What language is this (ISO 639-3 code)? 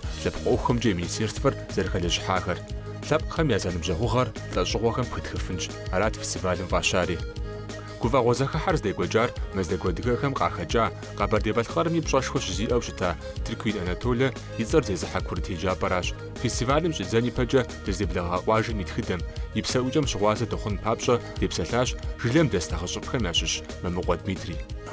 kbd